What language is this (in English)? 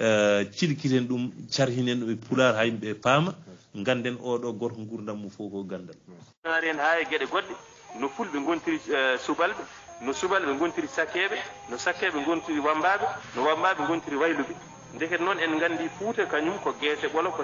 Fula